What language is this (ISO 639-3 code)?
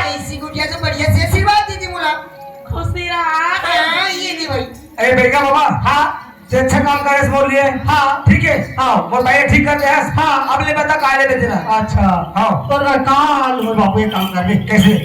hne